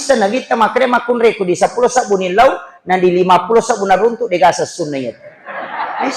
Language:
Buginese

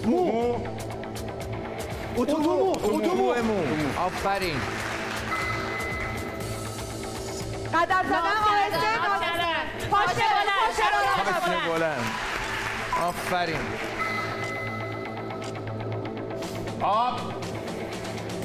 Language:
Persian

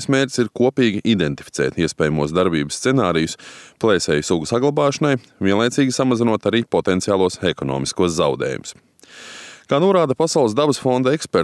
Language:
Latvian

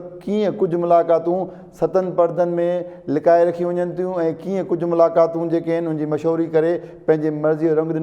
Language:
Sindhi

